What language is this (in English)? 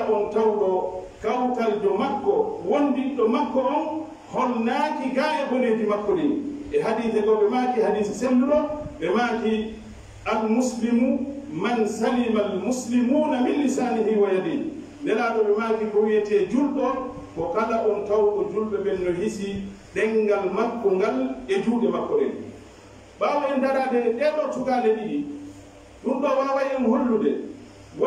Pular